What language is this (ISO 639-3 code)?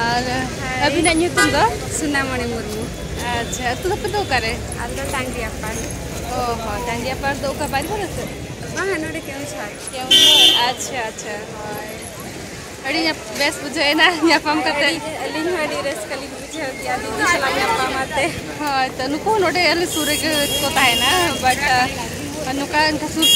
sat